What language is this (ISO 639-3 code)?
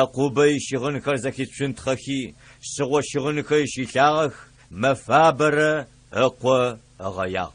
ady